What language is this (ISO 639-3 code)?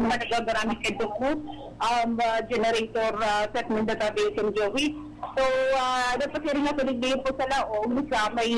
bik